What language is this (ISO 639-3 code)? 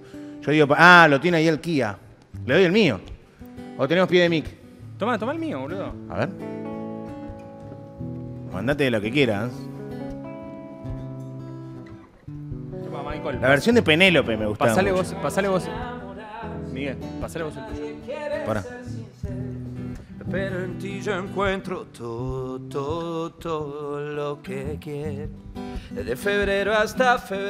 spa